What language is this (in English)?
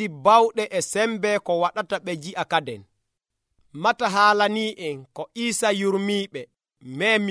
Nigerian Fulfulde